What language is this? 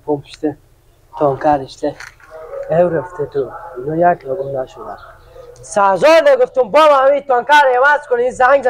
Persian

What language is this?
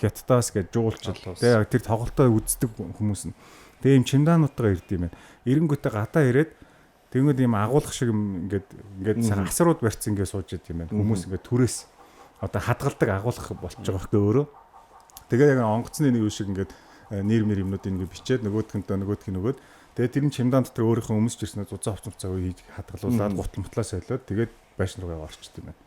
Mongolian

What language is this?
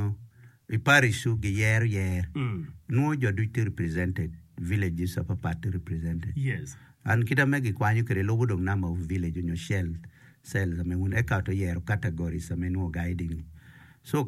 Acoli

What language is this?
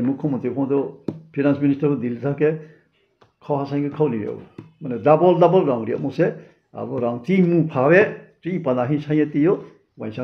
Riang (India)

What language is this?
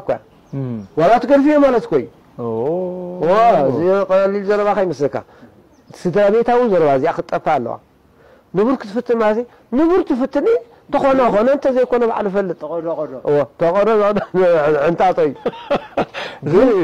Tigrinya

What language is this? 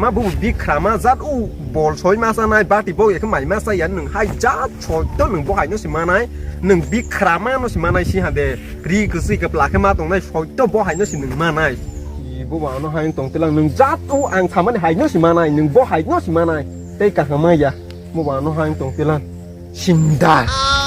Kok Borok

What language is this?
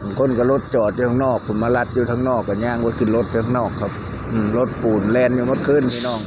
Lao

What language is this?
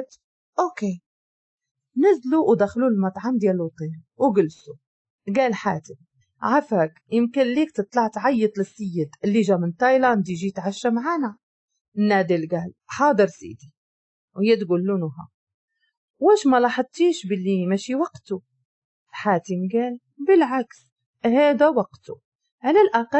Moroccan Arabic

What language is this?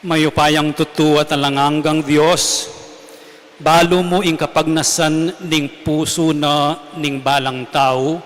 Pampanga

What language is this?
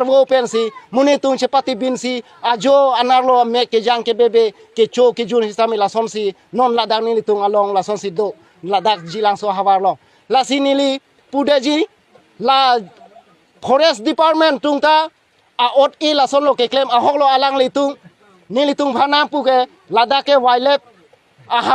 Karbi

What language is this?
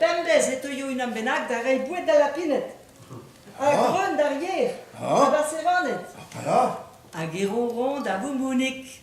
Breton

